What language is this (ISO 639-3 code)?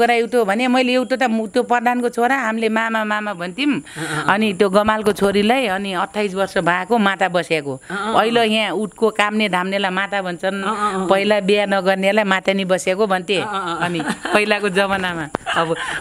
nep